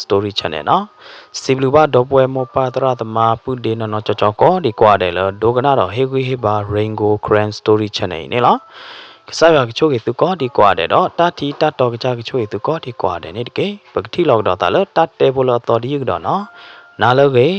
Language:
S'gaw Karen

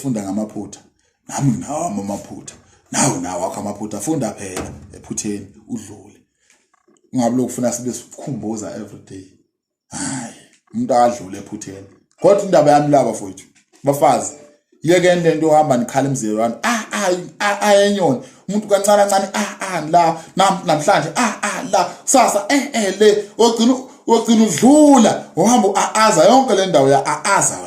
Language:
Zulu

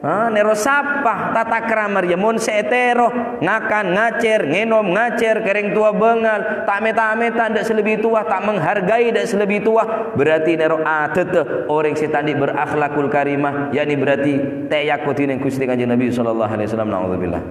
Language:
Madurese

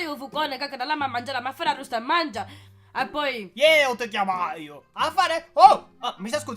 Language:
Sicilian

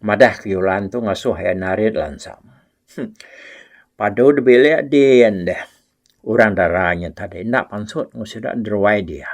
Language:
Iban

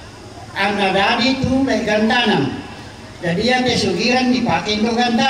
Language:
Toraja-Sa'dan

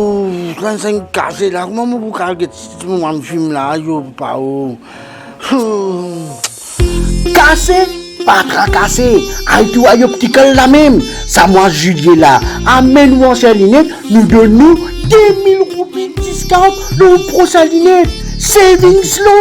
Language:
Morisyen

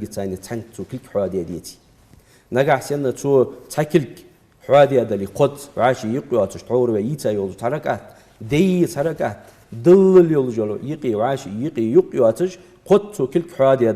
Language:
Ingush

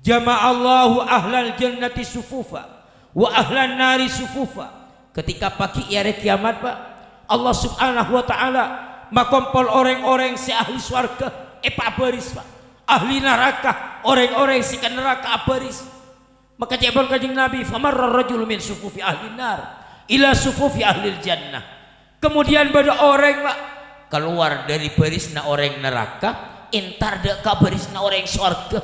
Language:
Madurese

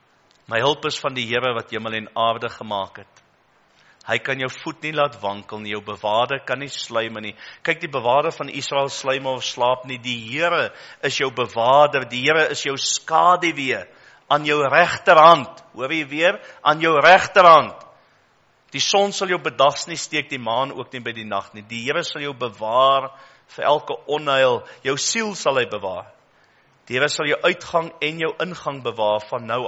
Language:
Afrikaans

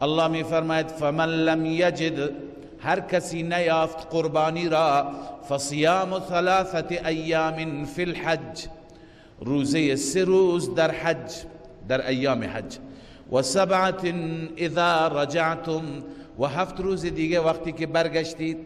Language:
Persian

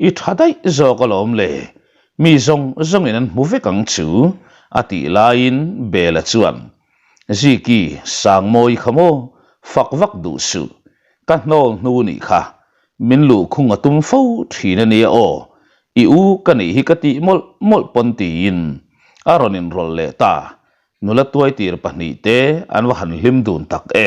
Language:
Mizo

